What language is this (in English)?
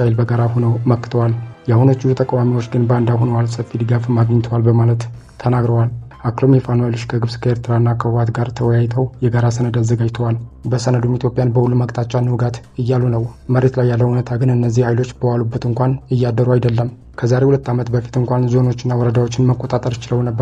Amharic